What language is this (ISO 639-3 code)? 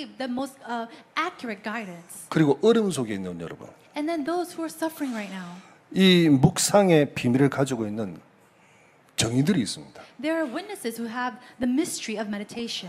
kor